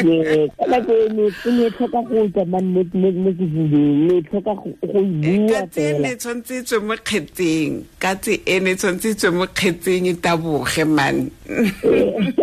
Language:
Tswana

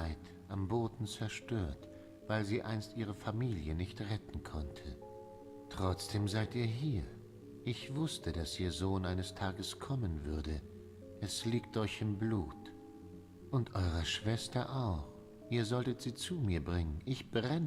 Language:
Swiss German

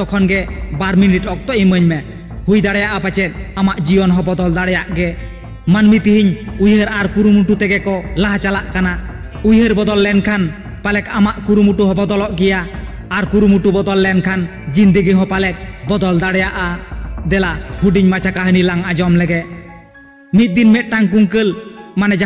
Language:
Santali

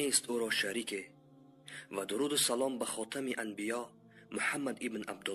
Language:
Persian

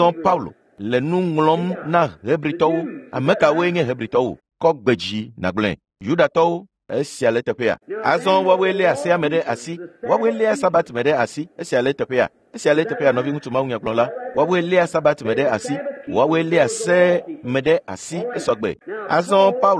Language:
Ewe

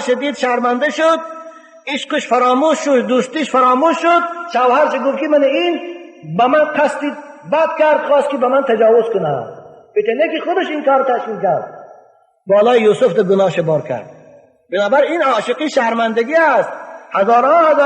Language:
Tajik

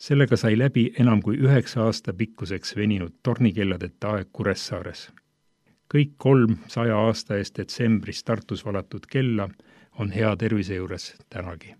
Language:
Estonian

